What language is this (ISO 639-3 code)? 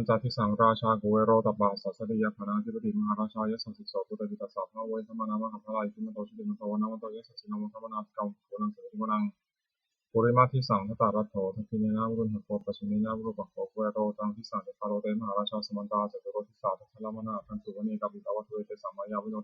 pli